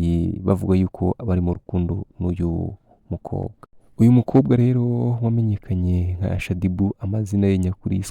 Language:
Kinyarwanda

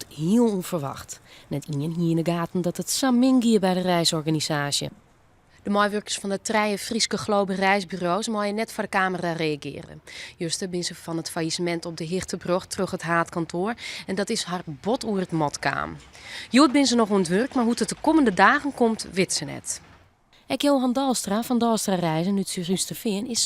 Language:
Western Frisian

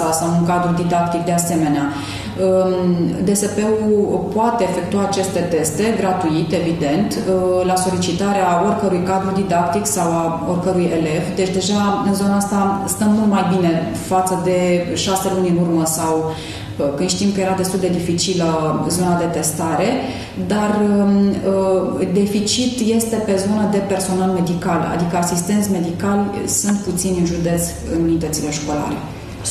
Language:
Romanian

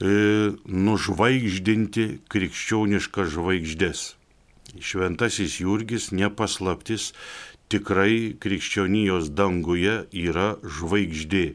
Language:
Lithuanian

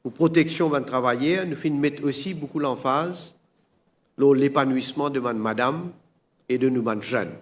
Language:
Morisyen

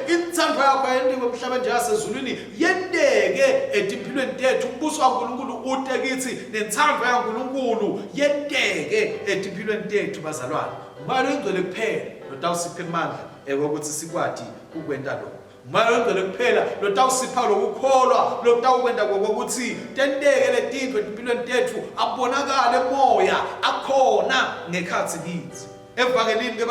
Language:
Swati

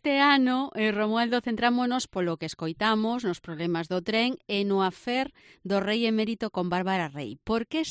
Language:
Galician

